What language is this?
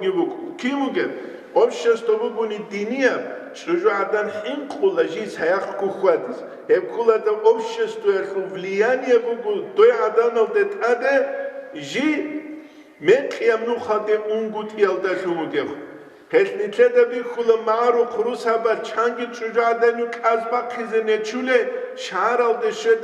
Avaric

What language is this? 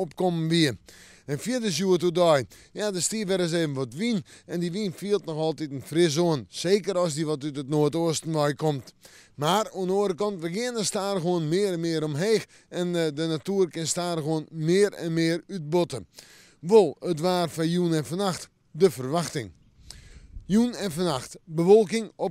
Western Frisian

